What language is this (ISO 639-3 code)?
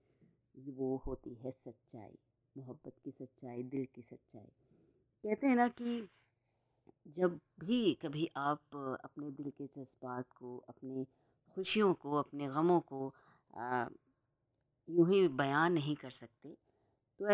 hin